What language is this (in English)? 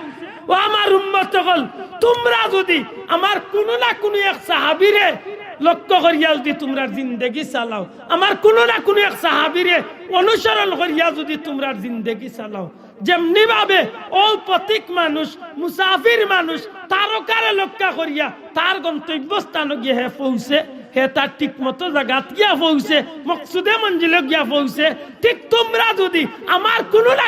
Sylheti